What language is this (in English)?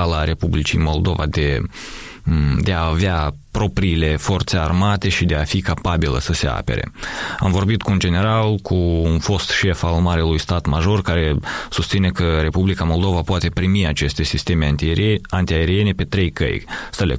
Romanian